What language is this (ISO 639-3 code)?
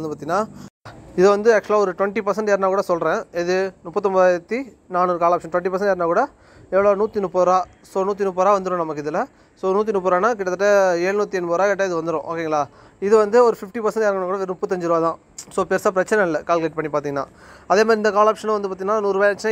tam